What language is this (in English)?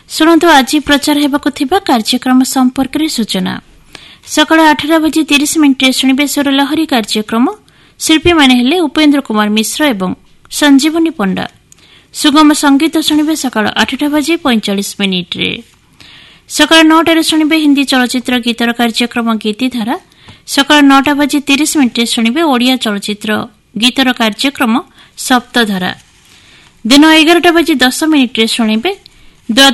Odia